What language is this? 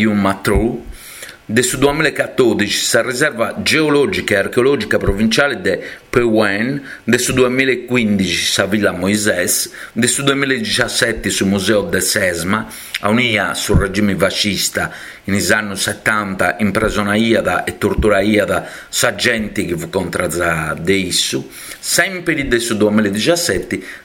Sardinian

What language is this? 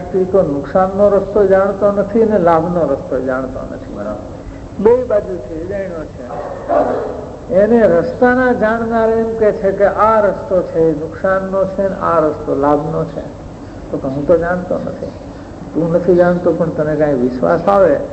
Gujarati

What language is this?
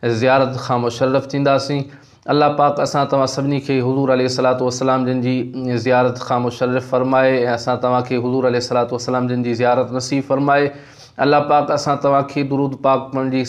Sindhi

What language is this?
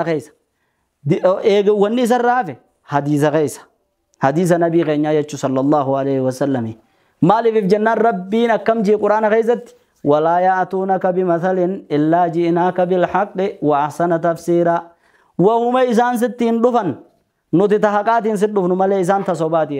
Oromo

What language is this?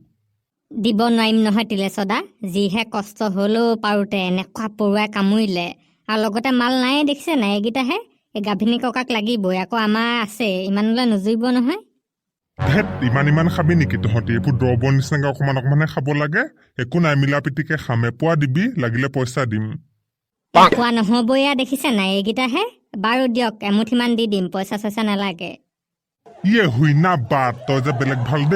Assamese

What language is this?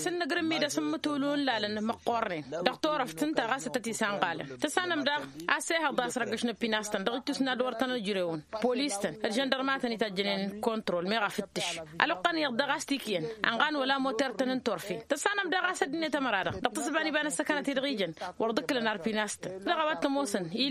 Tamasheq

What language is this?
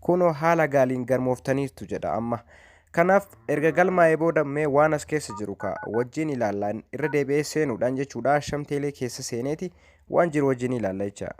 Oromo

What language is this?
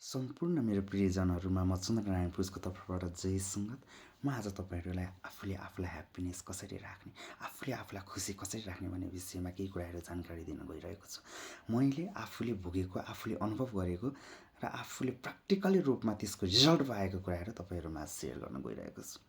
Nepali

